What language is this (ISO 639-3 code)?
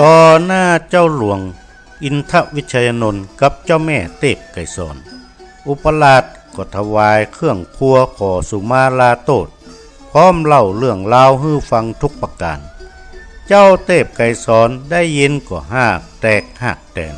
nod